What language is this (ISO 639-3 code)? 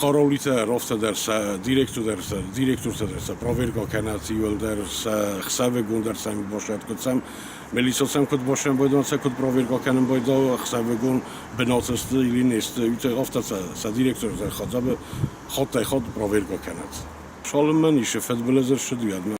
oss